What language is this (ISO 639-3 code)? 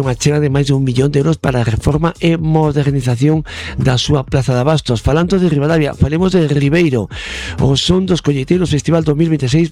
glg